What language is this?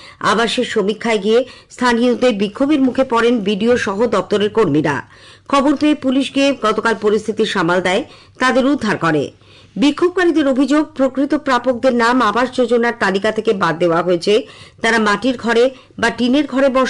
Bangla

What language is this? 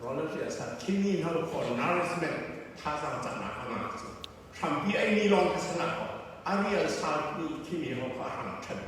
Falam Chin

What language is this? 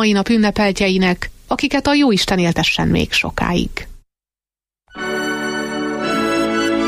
Hungarian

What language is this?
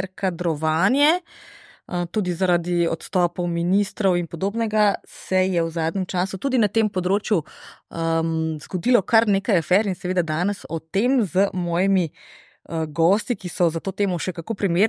Slovenian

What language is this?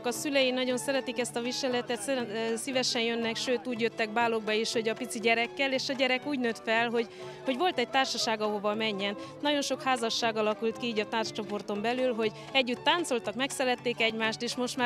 Hungarian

